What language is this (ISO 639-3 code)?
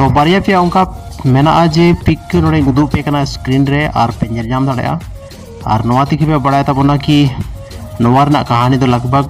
sat